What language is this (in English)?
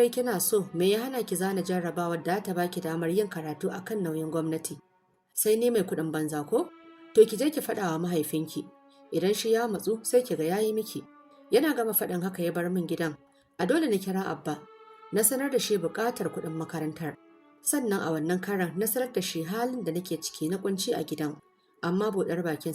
Hausa